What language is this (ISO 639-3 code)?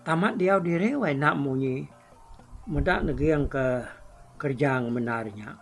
iba